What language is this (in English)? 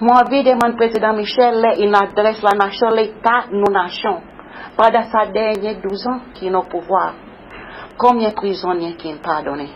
Seselwa Creole French